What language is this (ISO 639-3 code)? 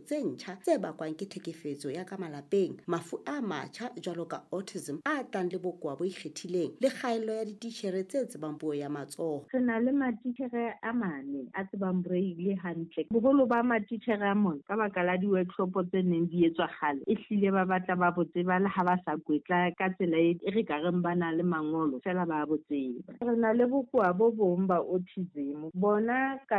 sot